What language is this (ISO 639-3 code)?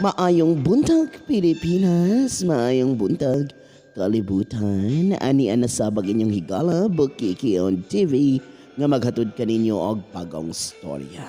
ceb